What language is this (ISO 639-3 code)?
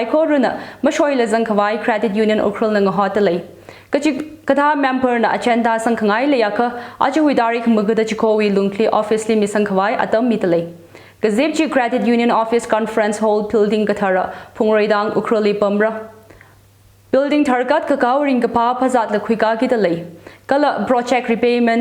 nmf